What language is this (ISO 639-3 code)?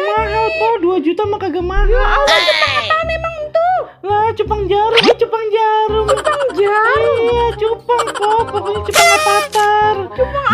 bew